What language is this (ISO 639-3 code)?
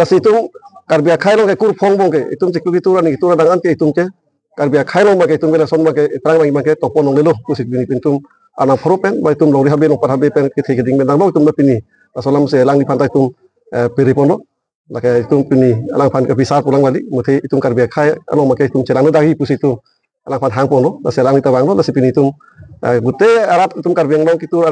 mjw